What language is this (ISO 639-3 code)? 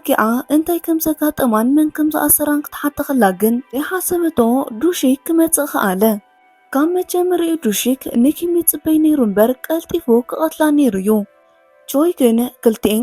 tir